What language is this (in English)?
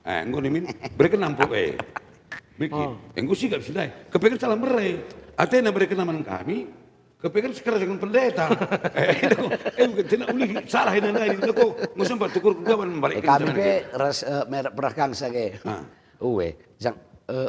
Batak Karo